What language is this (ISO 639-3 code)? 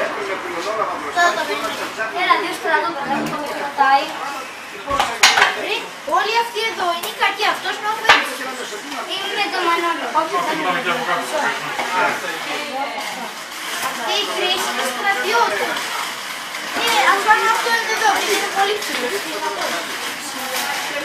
ell